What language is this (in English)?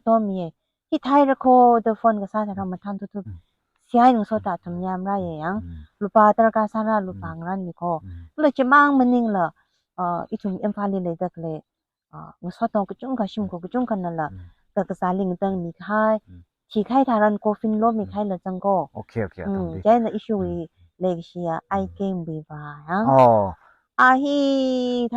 Tangkhul Naga (India)